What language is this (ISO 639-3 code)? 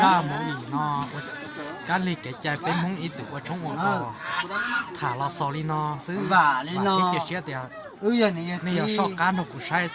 hmn